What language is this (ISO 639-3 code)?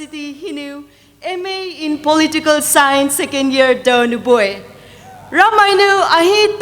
pmx